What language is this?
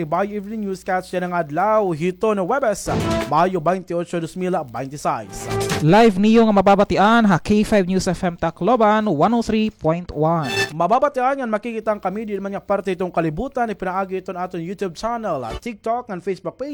Waray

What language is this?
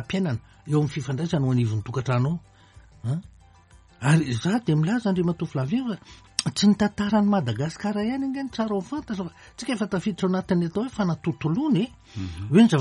Malagasy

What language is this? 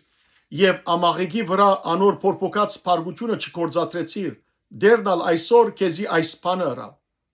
Western Armenian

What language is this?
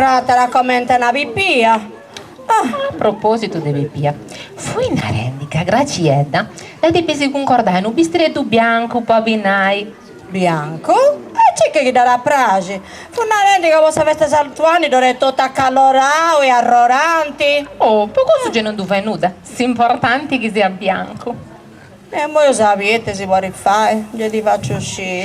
Sardinian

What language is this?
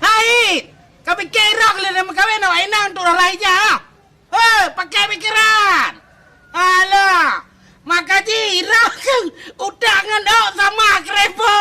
Achinese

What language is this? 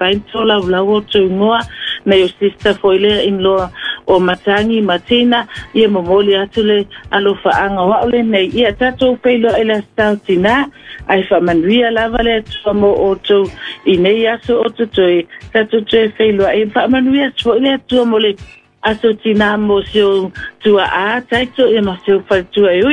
Samoan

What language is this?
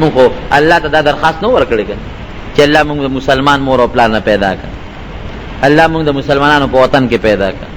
Pashto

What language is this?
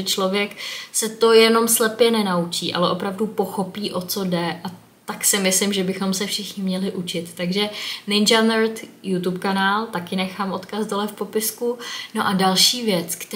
Czech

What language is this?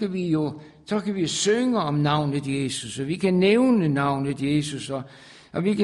Danish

